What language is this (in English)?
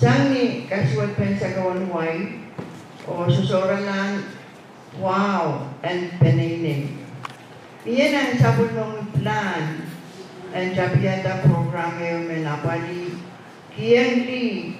Pohnpeian